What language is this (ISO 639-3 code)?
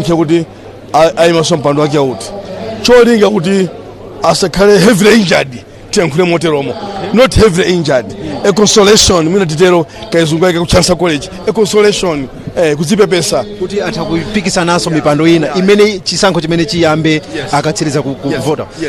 nya